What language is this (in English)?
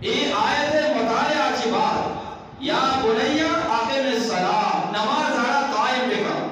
Eastern Balochi